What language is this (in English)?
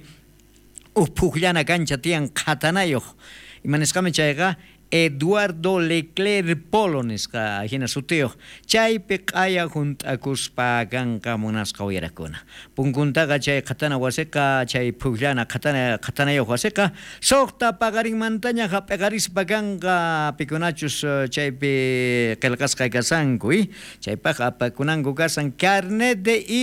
South Bolivian Quechua